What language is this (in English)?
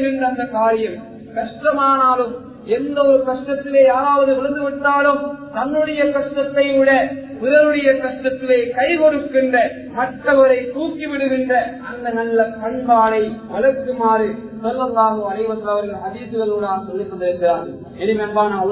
Tamil